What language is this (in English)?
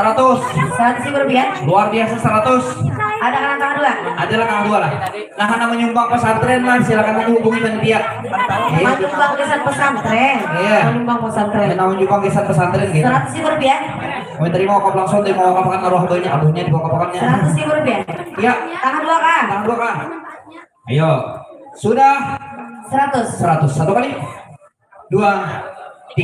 Banjar